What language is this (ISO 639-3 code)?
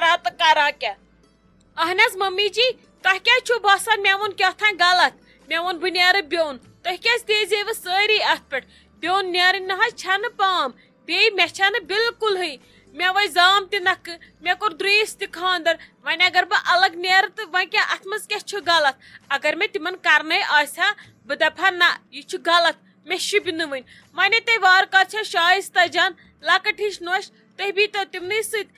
kas